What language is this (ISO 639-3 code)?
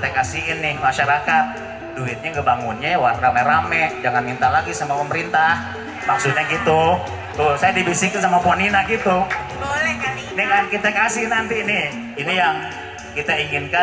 bew